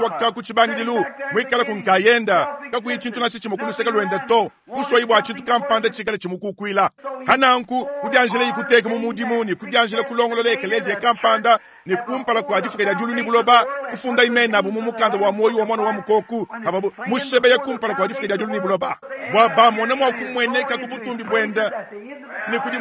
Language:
Luba-Lulua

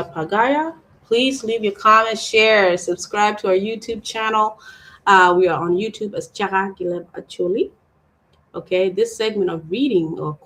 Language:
Acoli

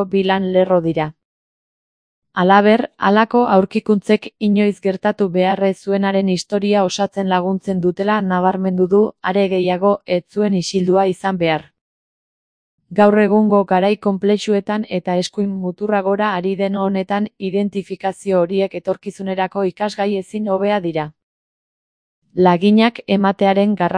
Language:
Basque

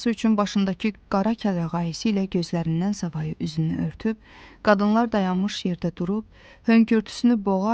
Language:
Azerbaijani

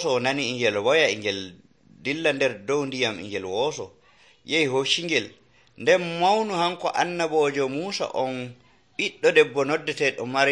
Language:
Nigerian Fulfulde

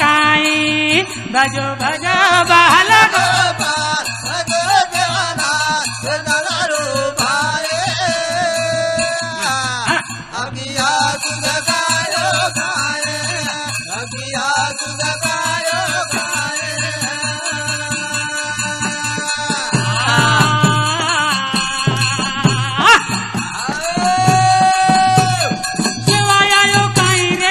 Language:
Lambadi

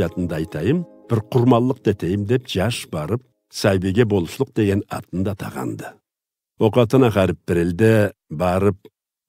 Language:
Karachay-Balkar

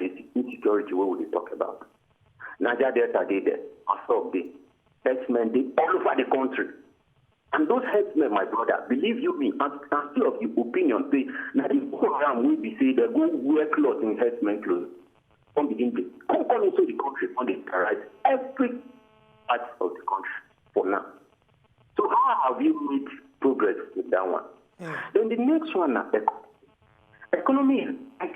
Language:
Nigerian Pidgin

